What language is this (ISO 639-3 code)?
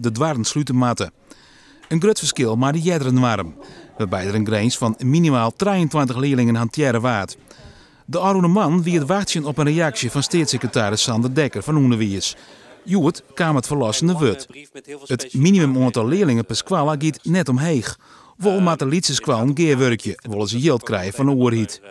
fry